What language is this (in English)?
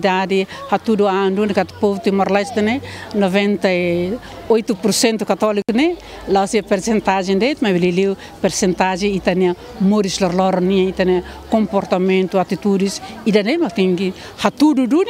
Tetum